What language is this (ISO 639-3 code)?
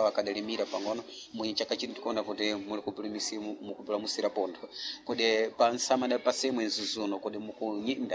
seh